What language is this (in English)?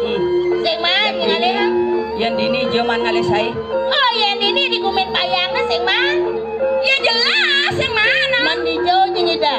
Balinese